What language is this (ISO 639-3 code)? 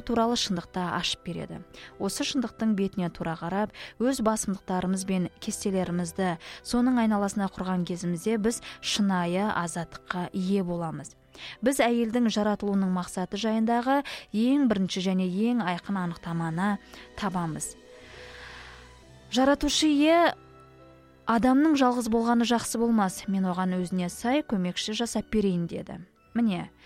kaz